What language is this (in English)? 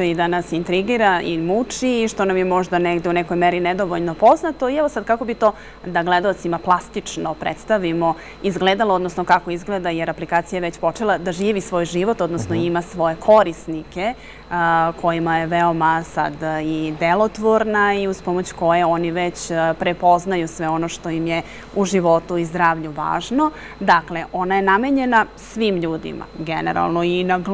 Serbian